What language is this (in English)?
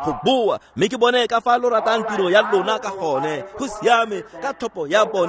Tswana